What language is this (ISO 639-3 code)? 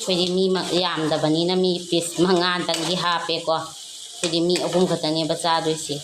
mni